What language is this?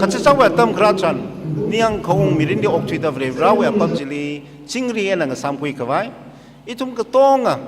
Tangkhul Naga (India)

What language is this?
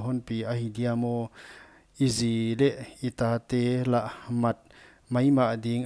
Paite Chin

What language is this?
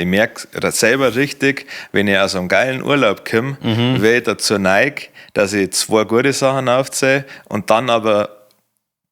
Bavarian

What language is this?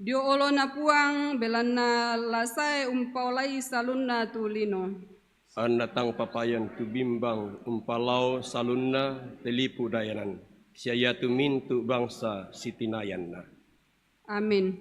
Toraja-Sa'dan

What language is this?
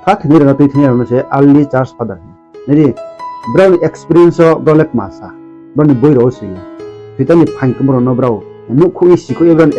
Riang (India)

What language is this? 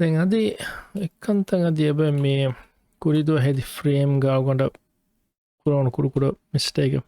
Divehi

